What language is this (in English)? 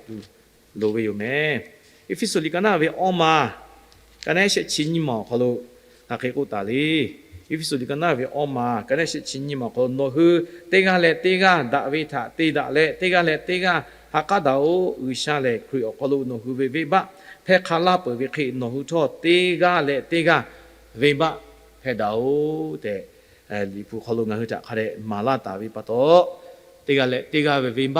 Lahu